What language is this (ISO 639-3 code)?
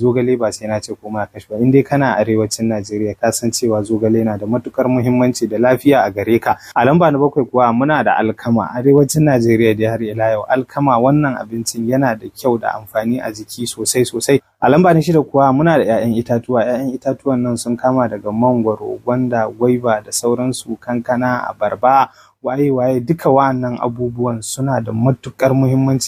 hau